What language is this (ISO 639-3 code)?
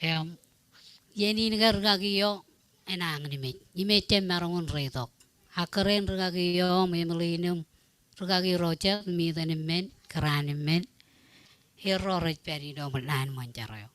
mah